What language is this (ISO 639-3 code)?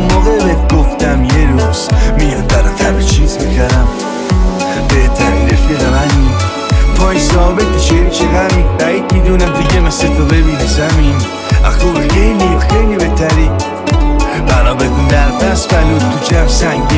fas